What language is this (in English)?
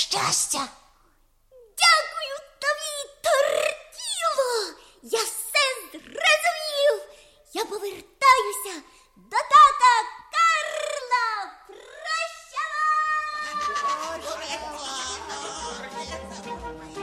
Ukrainian